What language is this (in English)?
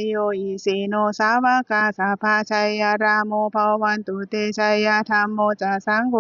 Pali